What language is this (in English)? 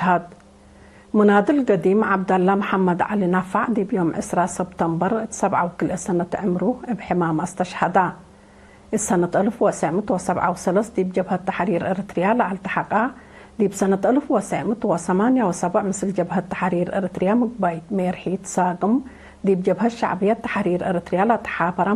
Tigre